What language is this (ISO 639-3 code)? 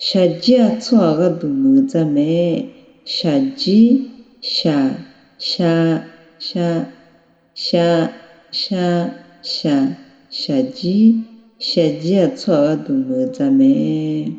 ahk